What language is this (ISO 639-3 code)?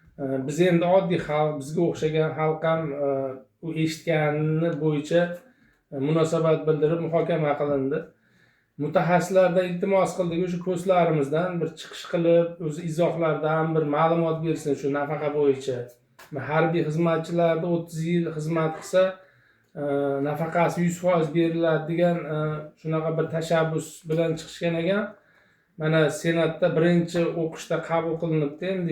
uzb